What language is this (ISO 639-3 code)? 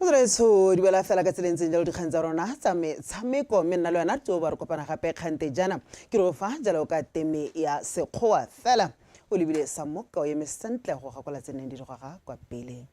tsn